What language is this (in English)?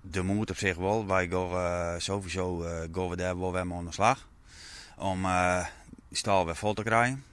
Western Frisian